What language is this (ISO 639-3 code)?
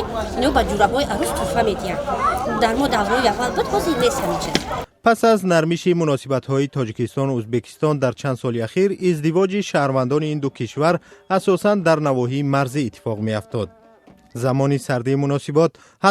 tgk